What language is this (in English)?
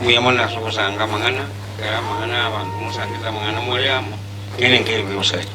Gusii